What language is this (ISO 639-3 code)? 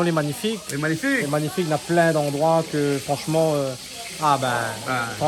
rcf